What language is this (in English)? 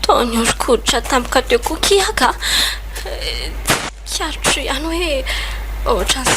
Malagasy